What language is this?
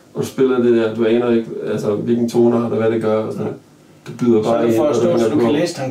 Danish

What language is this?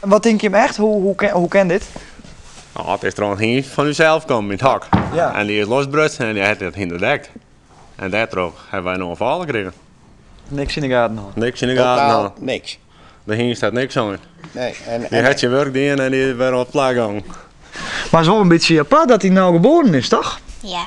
Western Frisian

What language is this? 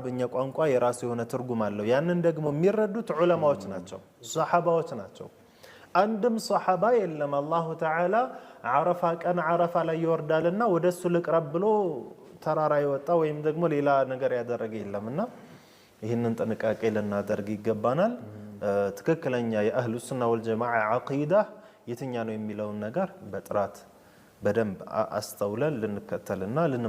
Amharic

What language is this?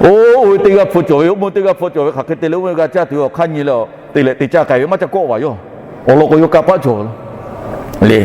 Lahu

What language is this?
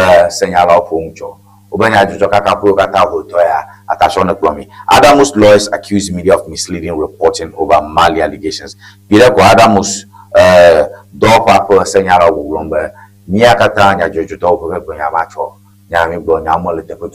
Ewe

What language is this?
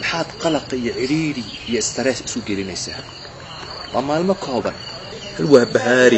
Somali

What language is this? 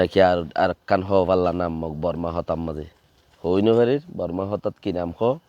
Rohingya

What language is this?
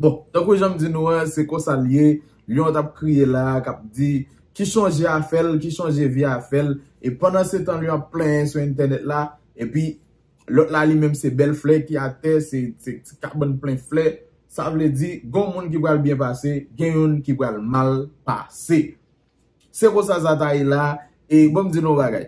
Haitian Creole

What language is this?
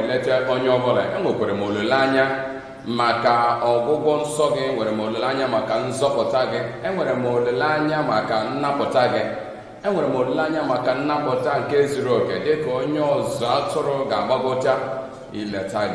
Igbo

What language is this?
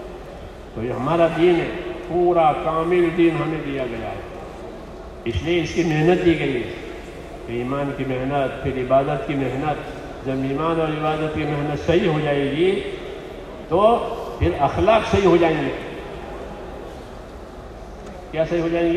Urdu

